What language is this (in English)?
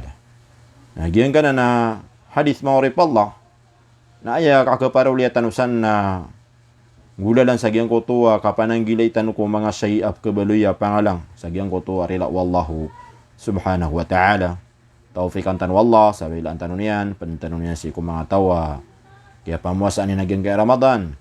Maranao